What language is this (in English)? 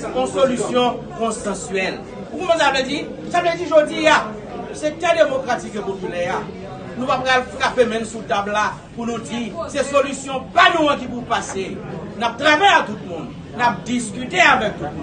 Haitian Creole